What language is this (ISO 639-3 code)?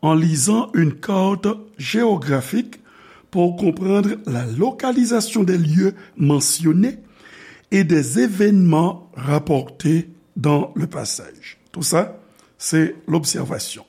hat